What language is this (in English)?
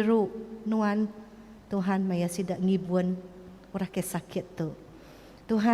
Iban